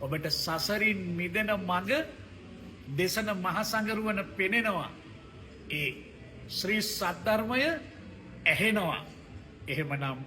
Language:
Sinhala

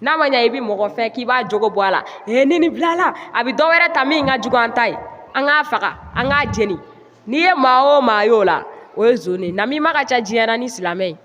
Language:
Bambara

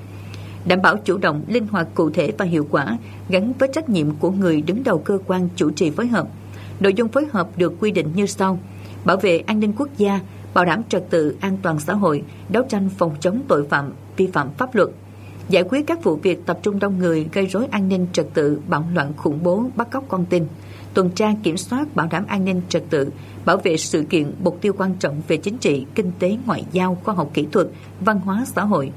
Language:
Vietnamese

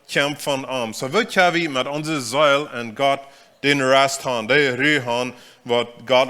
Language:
Plautdietsch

